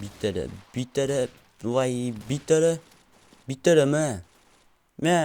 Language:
Uzbek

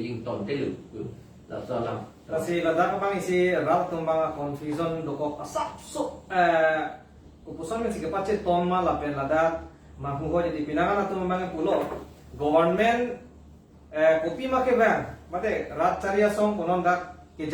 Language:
Karbi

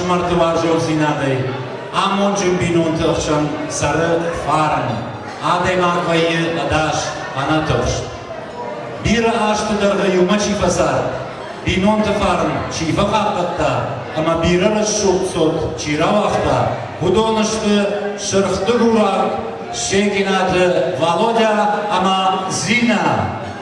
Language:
Ossetic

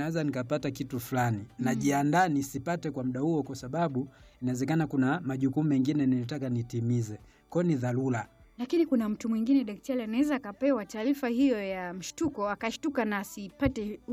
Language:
Swahili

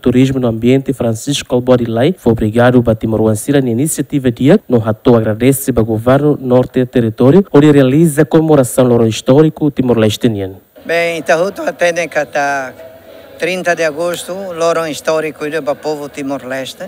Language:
Tetum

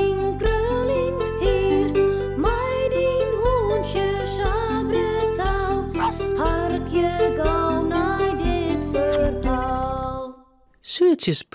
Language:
Western Frisian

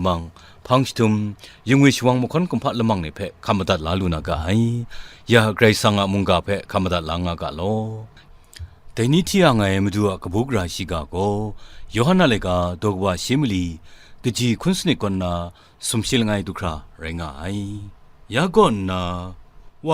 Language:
Kachin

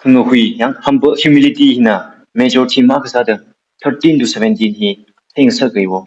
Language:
Tangkhul Naga (India)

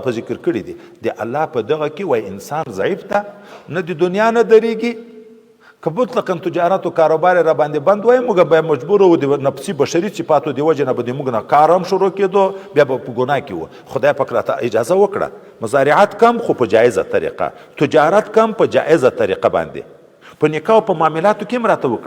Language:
Pashto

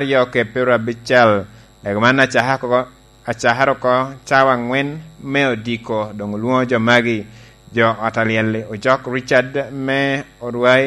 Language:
Lango (Uganda)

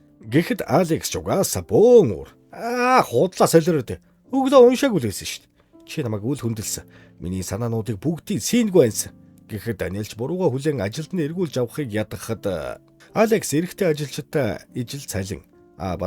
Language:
Mongolian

